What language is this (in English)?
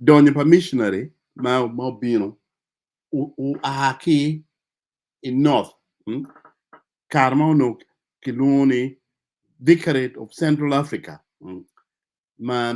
Acoli